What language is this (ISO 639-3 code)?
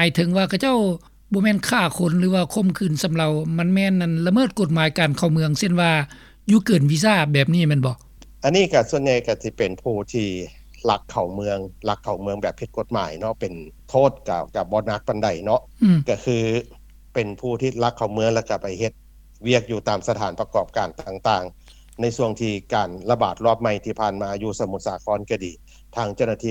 lao